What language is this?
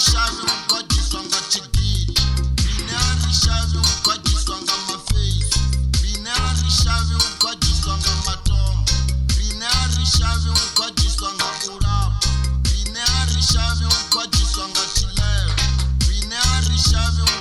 Venda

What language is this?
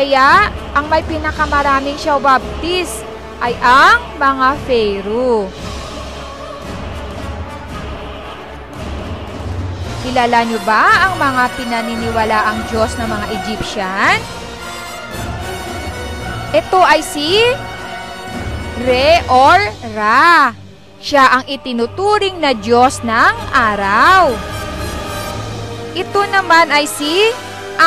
Filipino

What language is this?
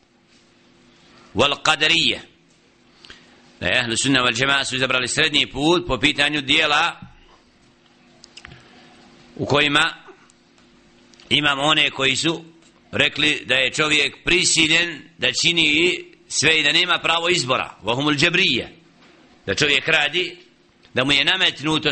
Bosnian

